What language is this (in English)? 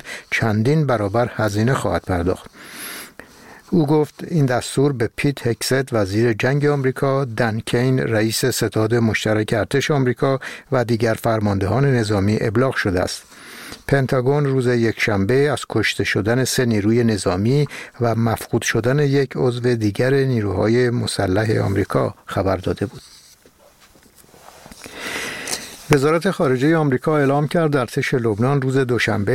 Persian